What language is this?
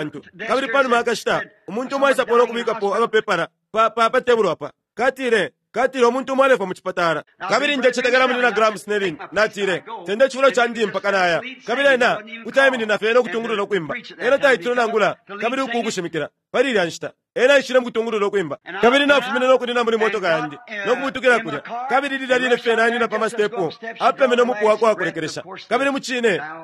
Bemba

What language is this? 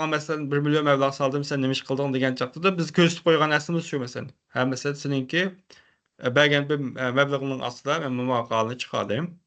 Uyghur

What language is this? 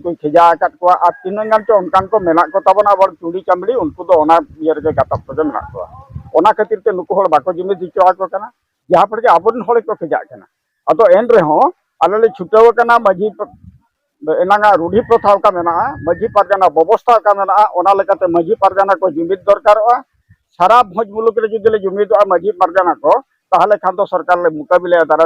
Santali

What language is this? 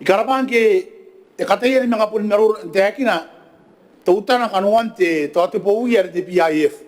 Gilbertese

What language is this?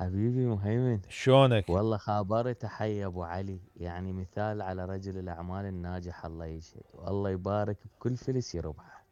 Mesopotamian Arabic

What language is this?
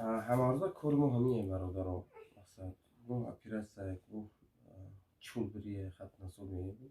Tajik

